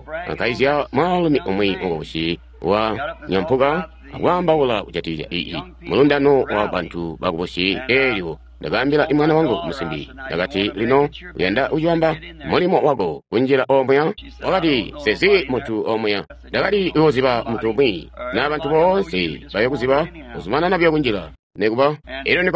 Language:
Tonga (Zambia)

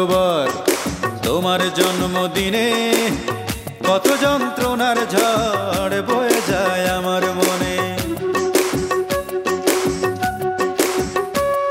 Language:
Bangla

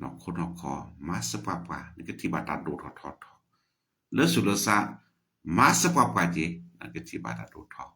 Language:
S'gaw Karen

